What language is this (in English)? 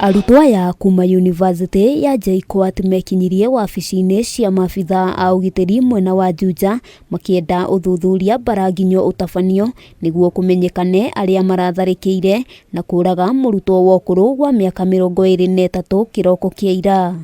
Kikuyu